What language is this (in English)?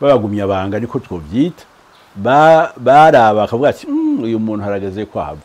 Rundi